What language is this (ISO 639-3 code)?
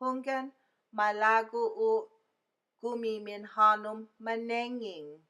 cha